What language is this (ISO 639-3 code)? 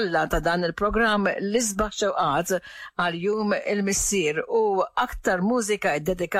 mlt